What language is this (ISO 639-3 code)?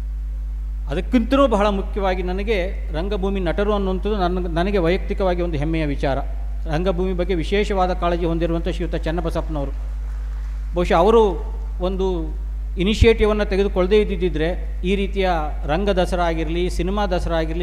kan